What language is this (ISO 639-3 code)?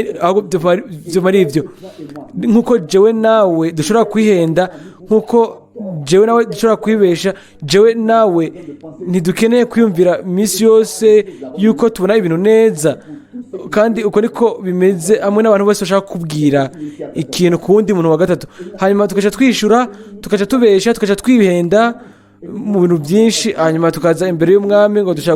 run